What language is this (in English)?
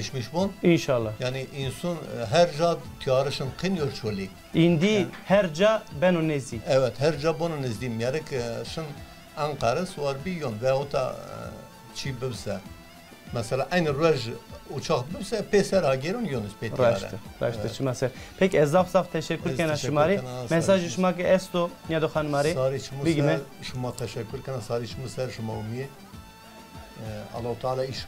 Zaza